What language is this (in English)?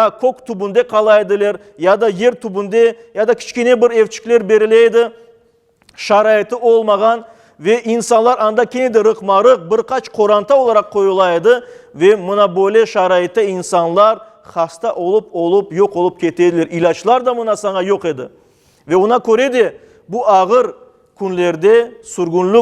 Crimean Tatar